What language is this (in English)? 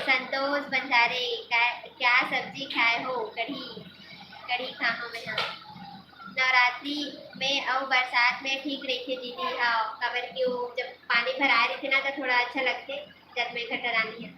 Chhattisgarhi